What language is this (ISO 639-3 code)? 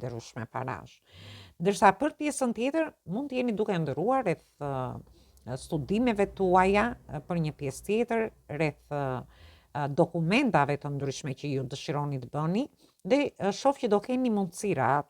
sqi